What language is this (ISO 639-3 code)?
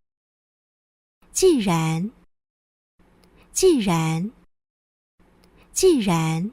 hak